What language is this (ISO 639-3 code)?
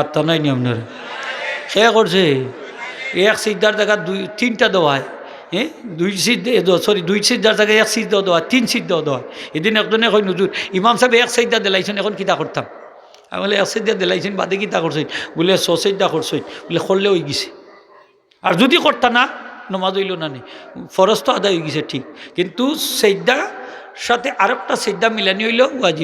syl